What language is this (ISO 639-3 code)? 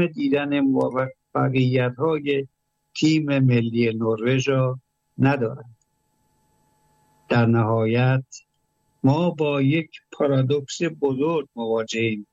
fas